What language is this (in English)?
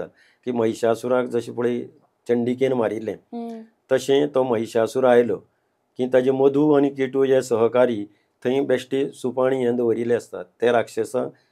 Konkani